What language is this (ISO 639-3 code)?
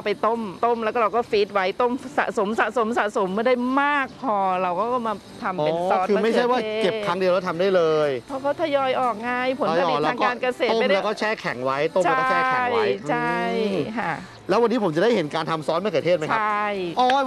tha